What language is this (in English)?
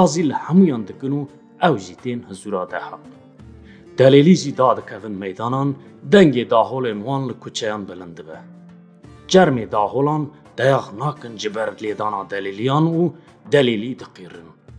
Kurdish